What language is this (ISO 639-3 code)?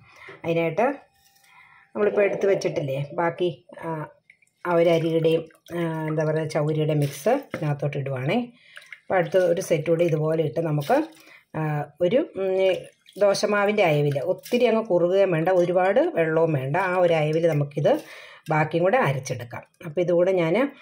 mal